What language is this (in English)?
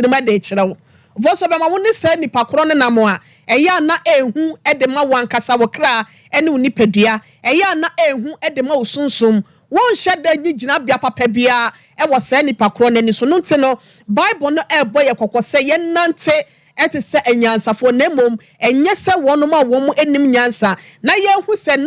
Akan